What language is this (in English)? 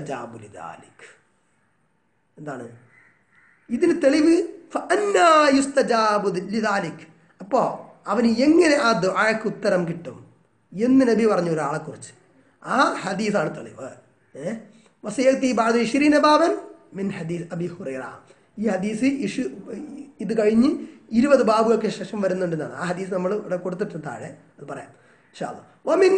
Malayalam